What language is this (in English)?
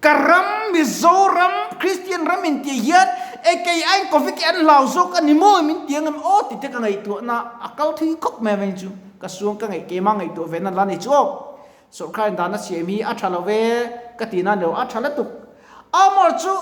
Mizo